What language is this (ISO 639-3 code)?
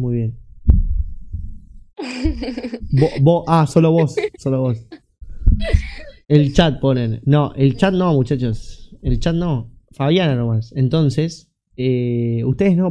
spa